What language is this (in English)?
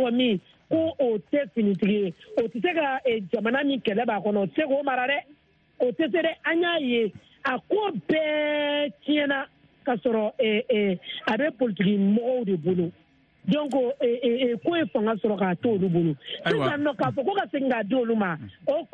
Bambara